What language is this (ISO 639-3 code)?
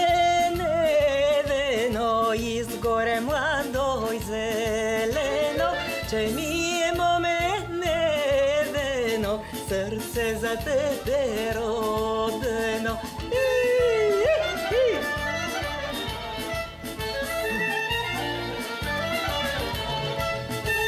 bul